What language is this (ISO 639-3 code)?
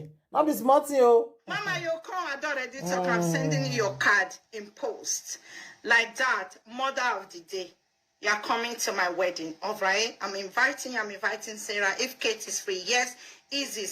pcm